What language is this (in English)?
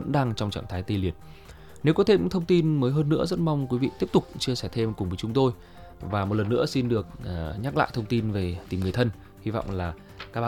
Vietnamese